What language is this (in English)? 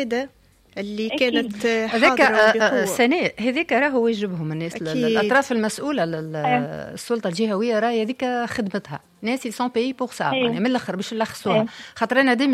Tunisian Arabic